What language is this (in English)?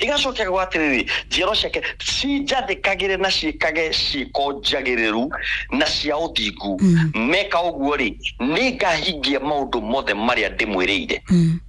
Kikuyu